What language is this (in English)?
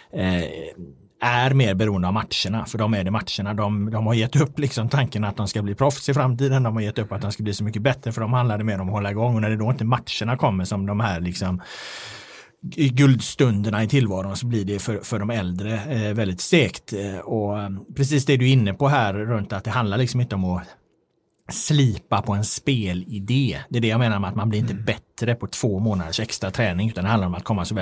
Swedish